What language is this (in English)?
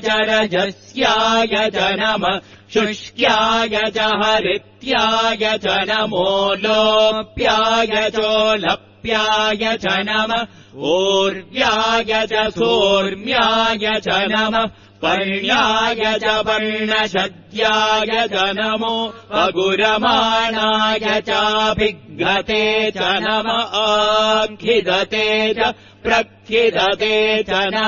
Sanskrit